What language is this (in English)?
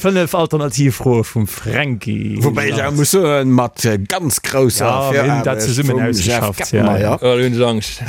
Luxembourgish